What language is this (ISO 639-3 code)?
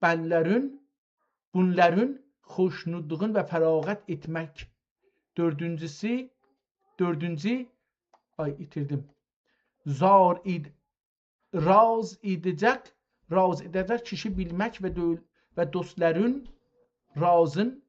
azb